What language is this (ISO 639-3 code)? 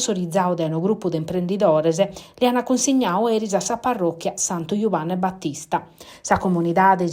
srd